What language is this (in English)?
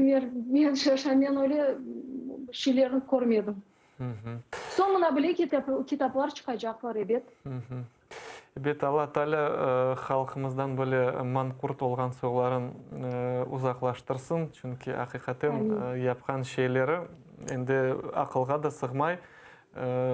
Crimean Tatar